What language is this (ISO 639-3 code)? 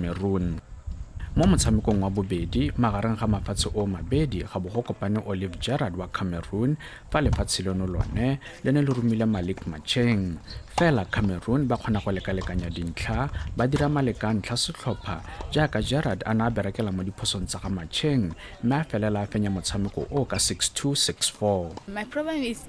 tsn